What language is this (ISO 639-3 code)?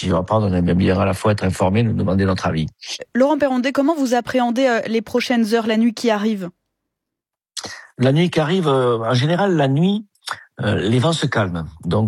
fra